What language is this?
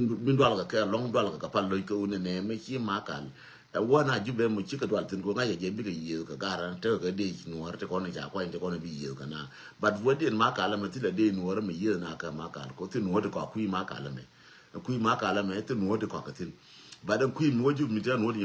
Nuer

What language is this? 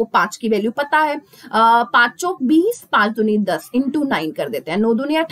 Hindi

